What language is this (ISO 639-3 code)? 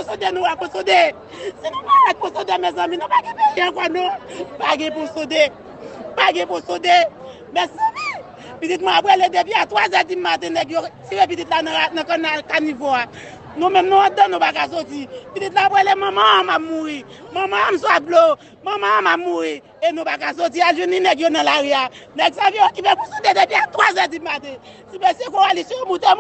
hat